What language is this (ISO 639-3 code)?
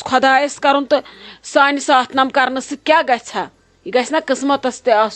kas